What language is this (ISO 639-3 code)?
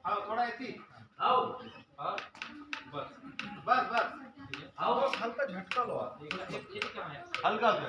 hne